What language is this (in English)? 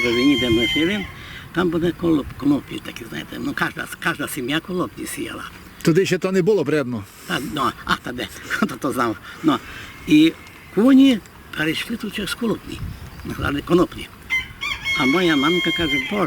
Rusyn